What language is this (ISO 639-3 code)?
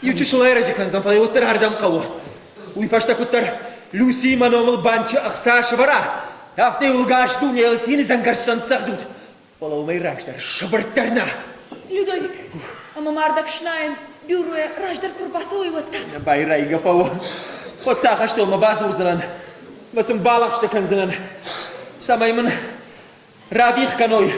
oss